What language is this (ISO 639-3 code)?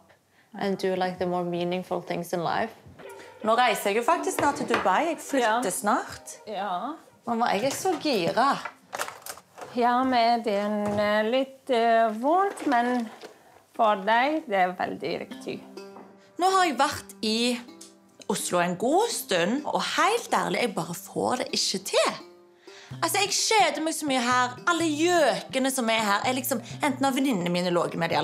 nor